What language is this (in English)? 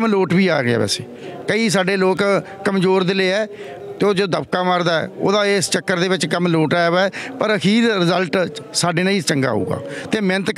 Punjabi